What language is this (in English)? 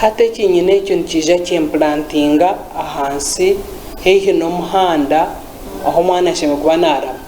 Nyankole